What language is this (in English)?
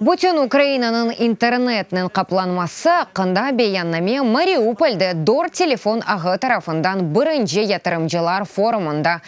Crimean Tatar